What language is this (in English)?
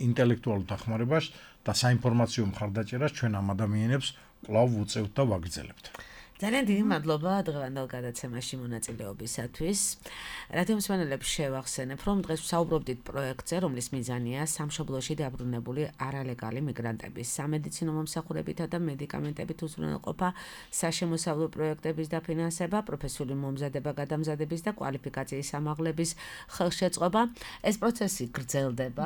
Georgian